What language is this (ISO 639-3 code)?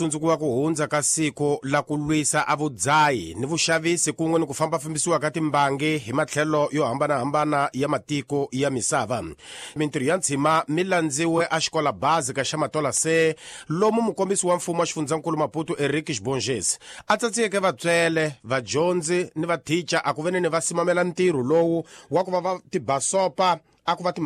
tso